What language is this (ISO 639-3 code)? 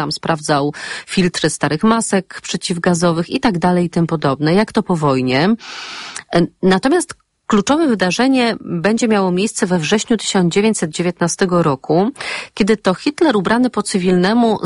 pol